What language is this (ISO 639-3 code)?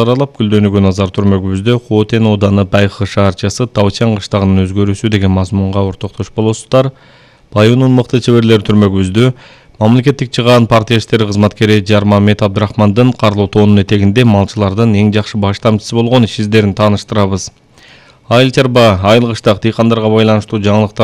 kir